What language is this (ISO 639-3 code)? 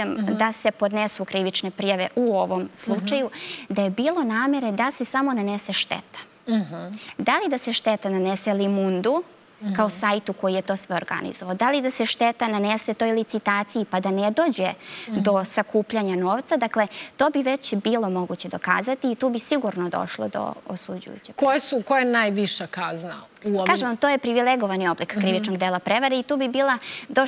srp